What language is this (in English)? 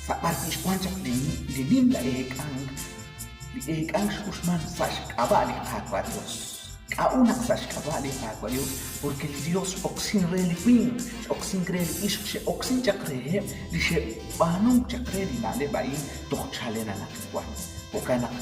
Kekchí